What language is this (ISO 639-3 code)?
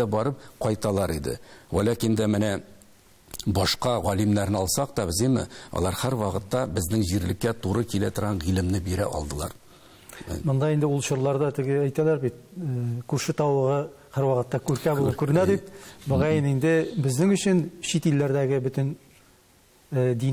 tat